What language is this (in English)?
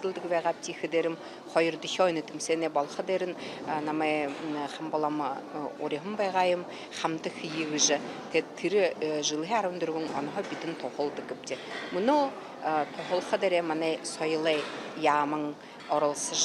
Buriat